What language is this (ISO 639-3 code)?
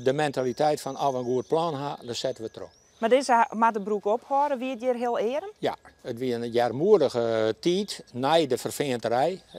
fry